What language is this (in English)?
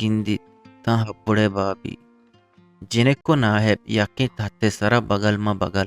Eastern Balochi